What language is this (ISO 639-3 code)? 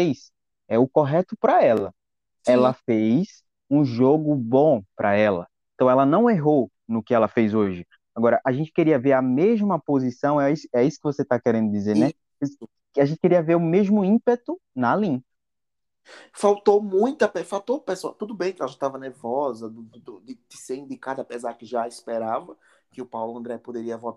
por